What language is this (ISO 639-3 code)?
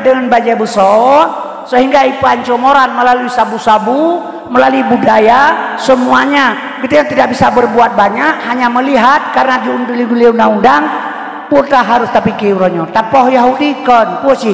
ace